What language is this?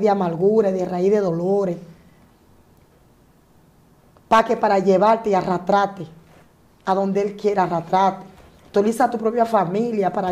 Spanish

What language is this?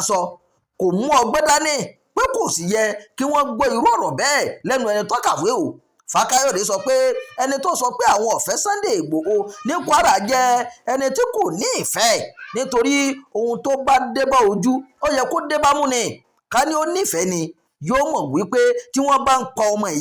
Yoruba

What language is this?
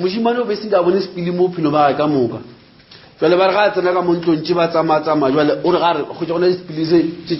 Northern Sotho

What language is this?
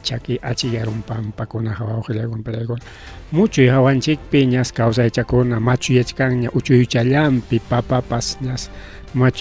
Ayacucho Quechua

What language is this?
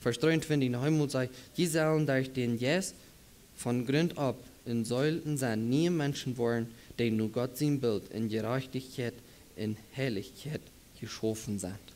Plautdietsch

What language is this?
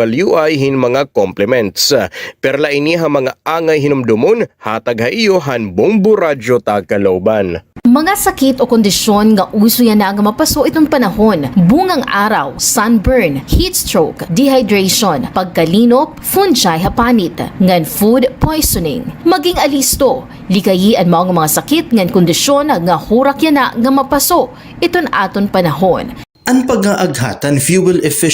Waray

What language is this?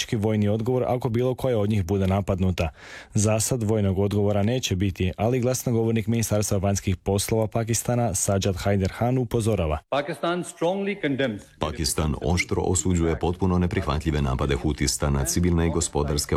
Croatian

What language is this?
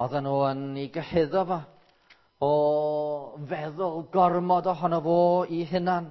Welsh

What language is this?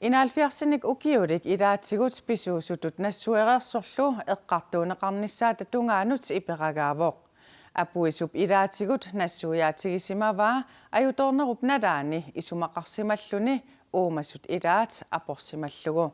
Kalaallisut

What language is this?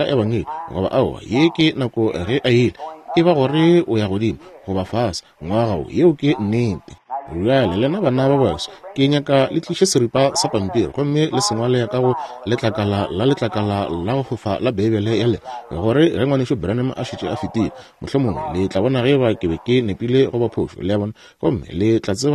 Northern Sotho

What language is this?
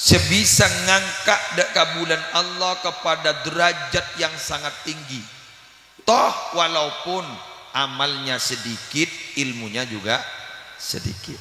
Madurese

